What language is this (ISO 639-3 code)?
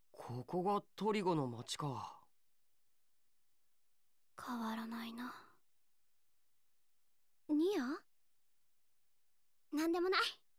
jpn